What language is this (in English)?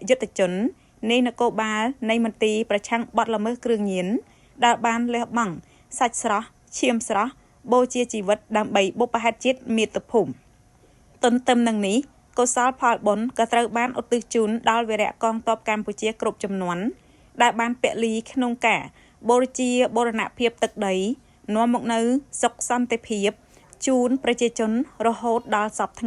Khmer